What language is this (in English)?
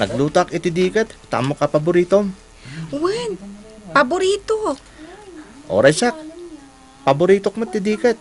Iloko